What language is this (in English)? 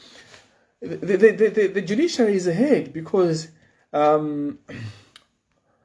Nyanja